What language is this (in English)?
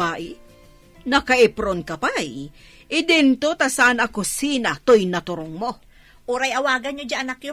Iloko